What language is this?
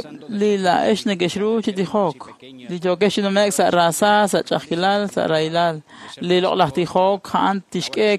Kekchí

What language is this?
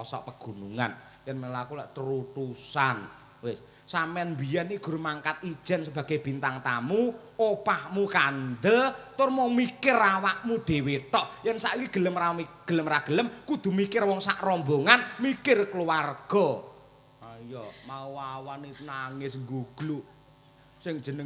Javanese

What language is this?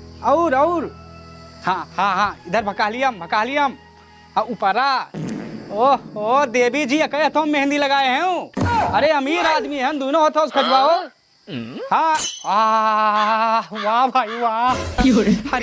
Awadhi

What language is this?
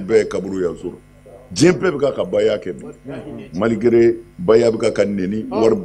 Bambara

